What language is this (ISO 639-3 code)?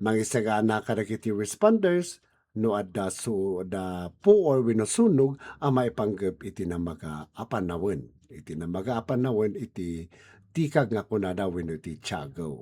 ilo